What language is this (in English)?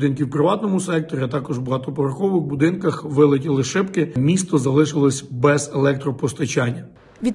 Ukrainian